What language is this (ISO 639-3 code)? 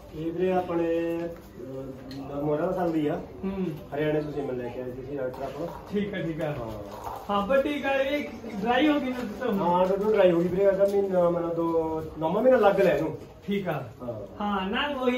pan